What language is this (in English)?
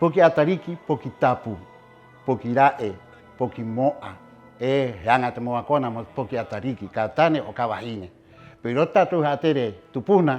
Rapanui